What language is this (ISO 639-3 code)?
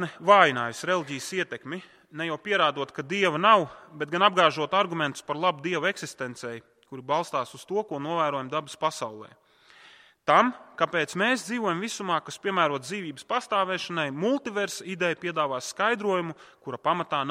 lav